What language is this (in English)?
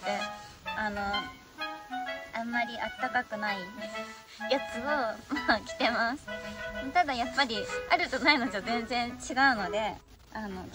Japanese